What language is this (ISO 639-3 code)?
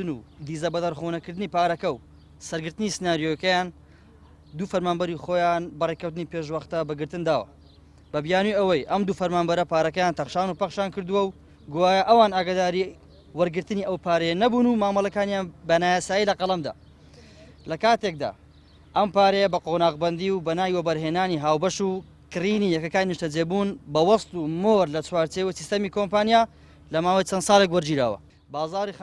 ckb